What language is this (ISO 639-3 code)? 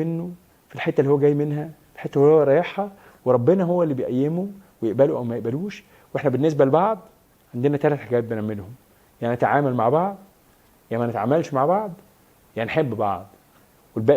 arz